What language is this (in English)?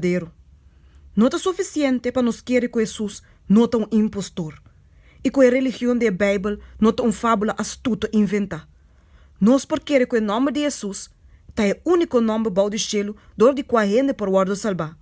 Papiamento